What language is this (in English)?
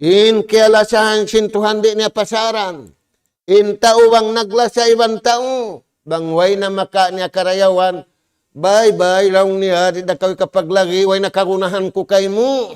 Tausug